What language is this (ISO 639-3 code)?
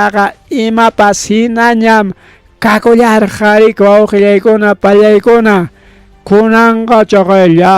quy